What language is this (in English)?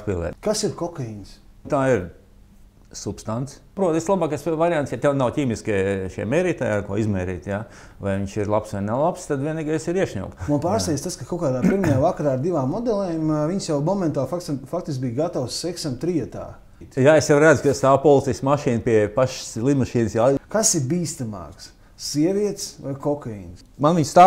Latvian